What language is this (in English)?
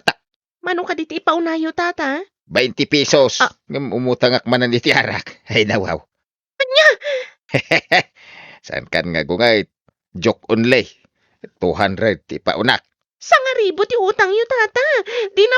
Iloko